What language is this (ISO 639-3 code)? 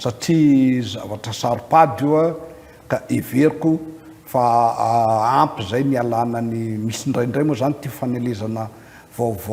mlg